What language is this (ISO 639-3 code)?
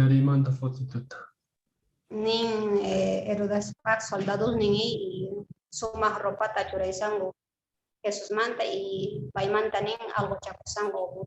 que